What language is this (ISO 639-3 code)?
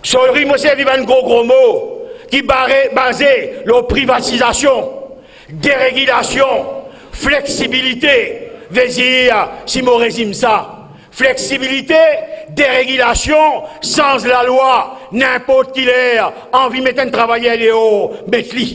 mfe